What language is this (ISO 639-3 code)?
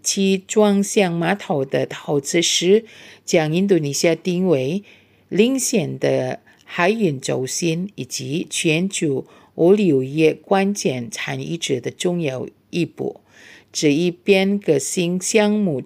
zho